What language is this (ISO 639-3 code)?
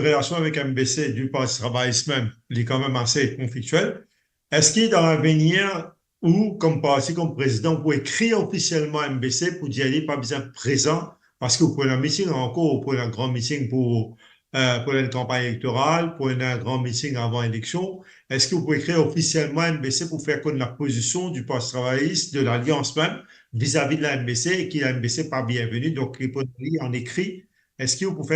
mfe